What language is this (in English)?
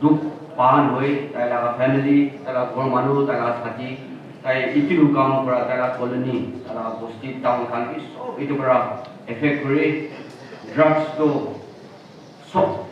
Naga Pidgin